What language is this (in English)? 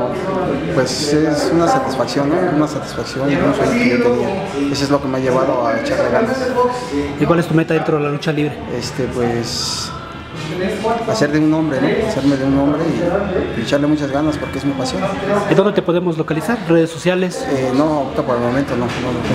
Spanish